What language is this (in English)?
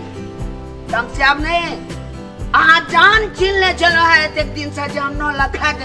Maithili